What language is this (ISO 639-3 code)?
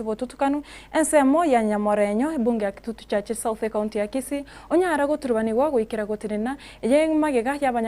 guz